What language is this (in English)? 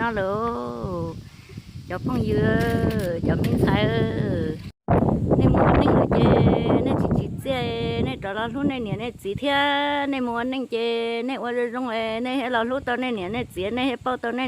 Hmong